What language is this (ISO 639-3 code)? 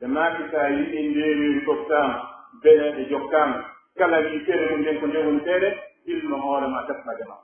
fuf